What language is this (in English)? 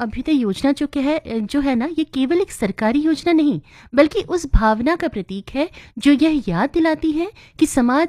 Hindi